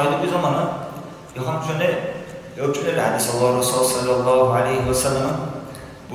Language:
Dargwa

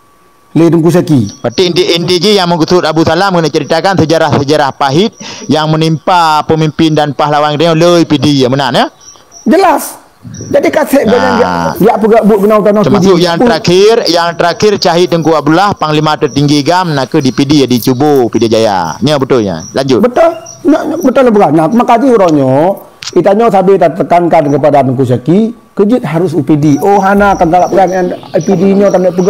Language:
Achinese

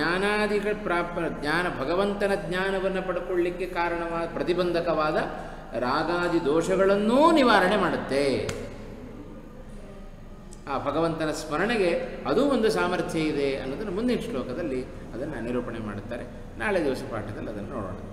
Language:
Kannada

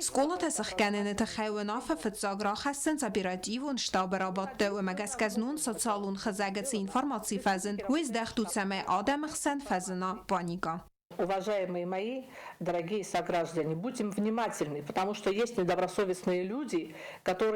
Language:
Ossetic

